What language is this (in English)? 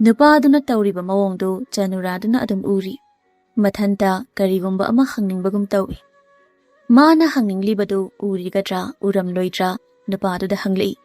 Manipuri